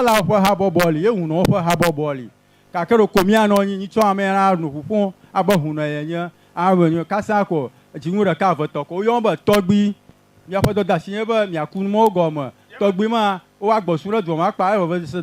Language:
Ewe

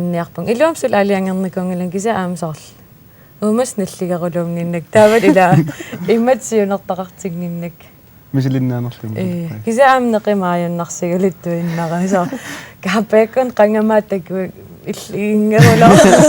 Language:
Kalaallisut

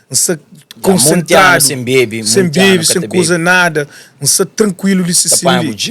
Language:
Kabuverdianu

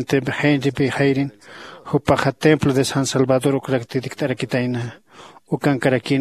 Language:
Aymara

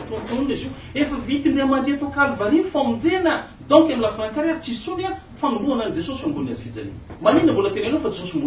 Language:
Malagasy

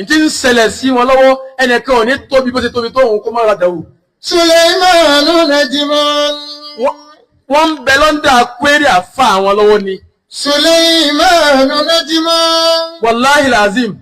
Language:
Yoruba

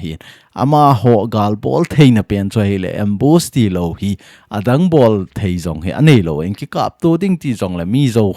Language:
Thado Chin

